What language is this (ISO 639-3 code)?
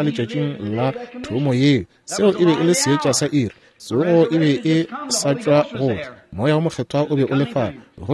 nso